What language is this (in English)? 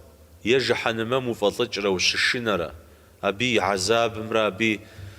Kabardian